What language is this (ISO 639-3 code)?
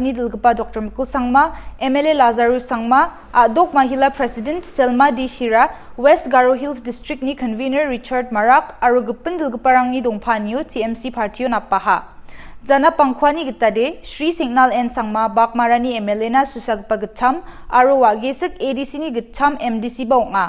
grt